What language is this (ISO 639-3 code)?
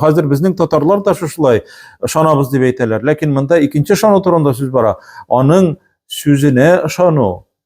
tat